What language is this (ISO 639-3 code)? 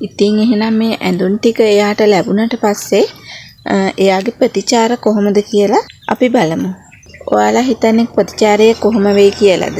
sin